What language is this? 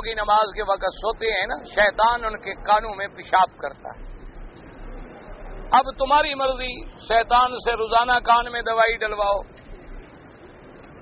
Urdu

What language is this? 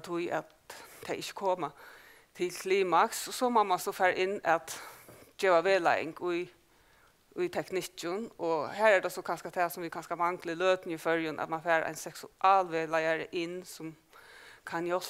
Faroese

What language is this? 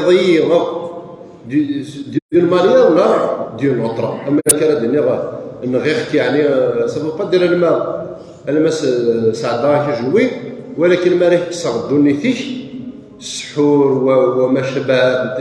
Kabyle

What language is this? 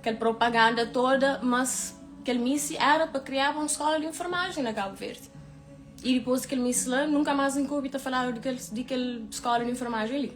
Kabuverdianu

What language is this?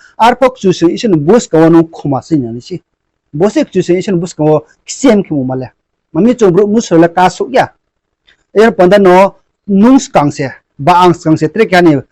Riang (India)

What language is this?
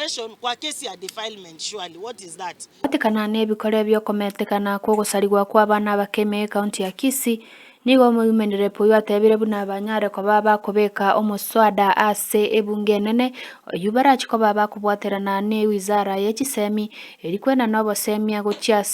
Gusii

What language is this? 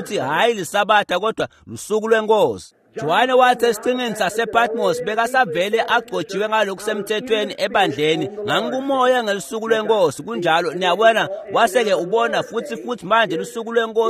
Swati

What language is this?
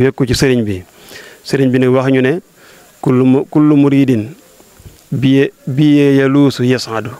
Wolof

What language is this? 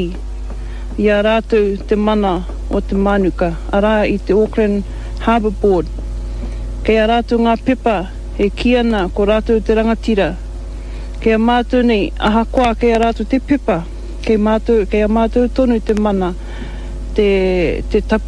Māori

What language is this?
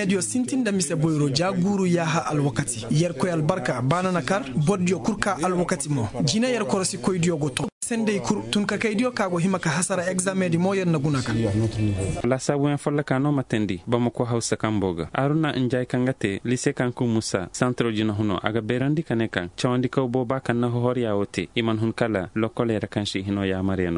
Koyraboro Senni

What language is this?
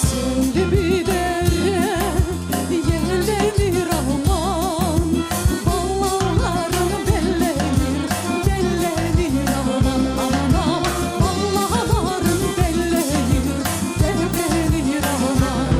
Crimean Tatar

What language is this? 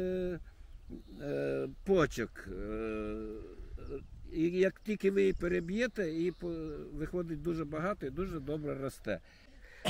Ukrainian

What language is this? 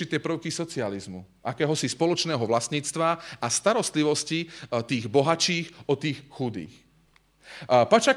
Slovak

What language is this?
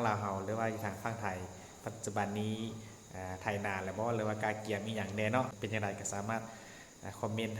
Lao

